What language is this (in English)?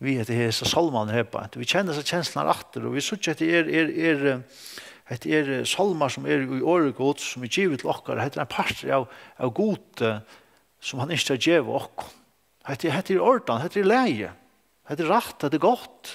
Faroese